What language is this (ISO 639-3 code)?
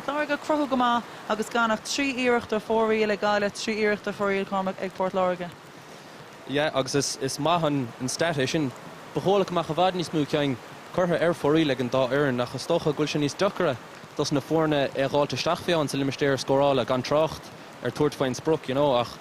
gle